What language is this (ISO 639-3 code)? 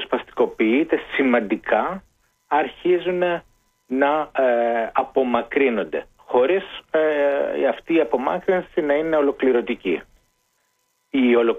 ell